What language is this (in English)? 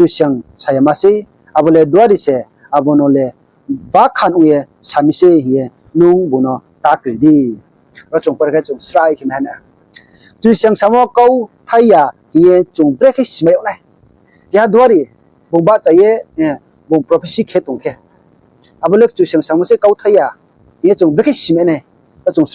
Riang (India)